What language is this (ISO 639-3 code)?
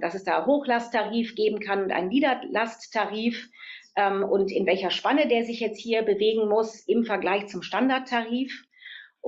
deu